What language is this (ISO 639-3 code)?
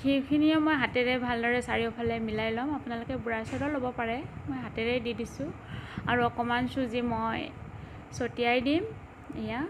asm